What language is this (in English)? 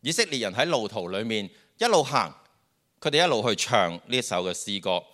Cantonese